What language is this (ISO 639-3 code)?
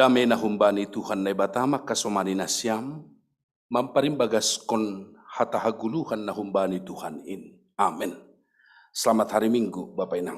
bts